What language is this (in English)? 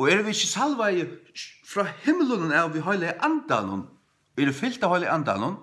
Faroese